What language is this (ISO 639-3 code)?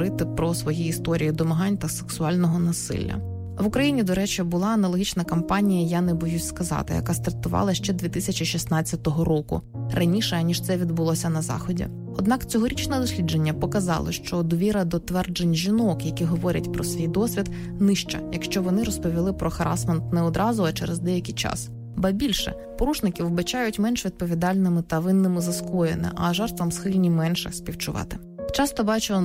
ukr